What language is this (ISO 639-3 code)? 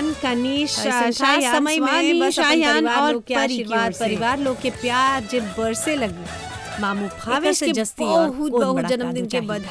bho